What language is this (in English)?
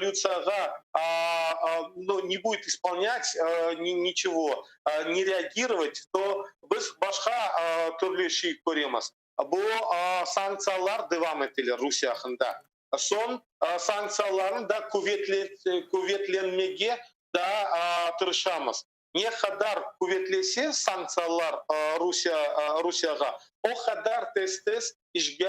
Crimean Tatar